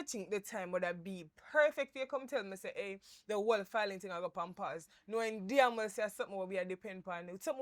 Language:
Jamaican Creole English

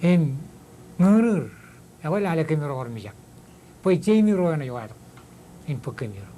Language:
Marshallese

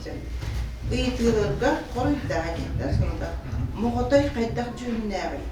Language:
Yakut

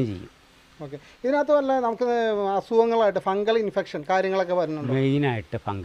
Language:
Malayalam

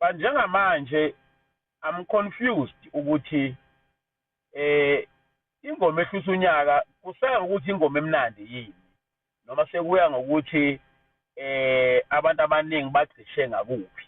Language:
Zulu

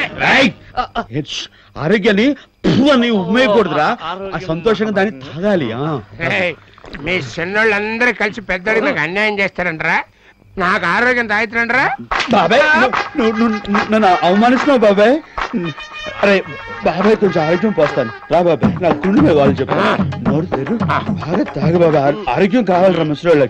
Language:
Telugu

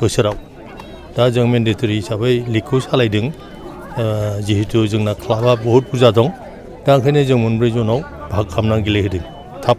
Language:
Bodo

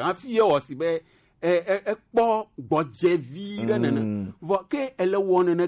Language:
Gen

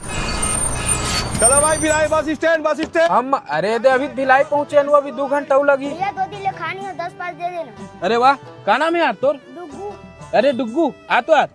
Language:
Chhattisgarhi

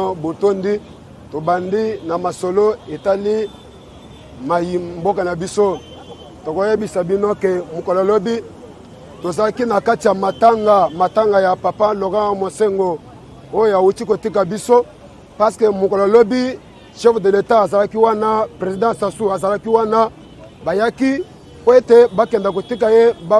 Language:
Lingala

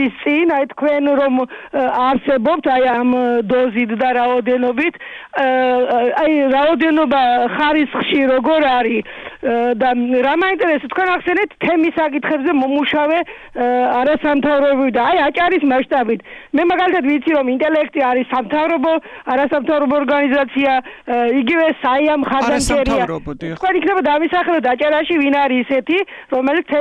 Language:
Georgian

